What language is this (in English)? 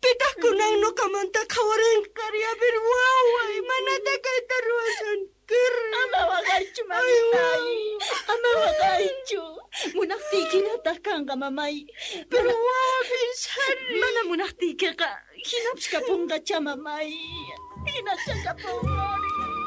South Bolivian Quechua